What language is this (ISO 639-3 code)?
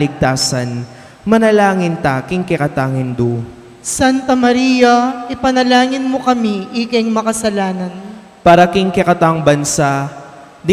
pam